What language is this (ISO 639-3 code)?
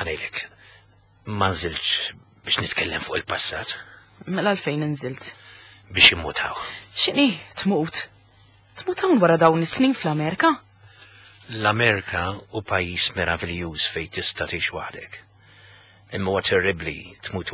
mlt